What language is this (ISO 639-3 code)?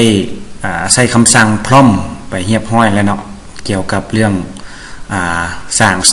lao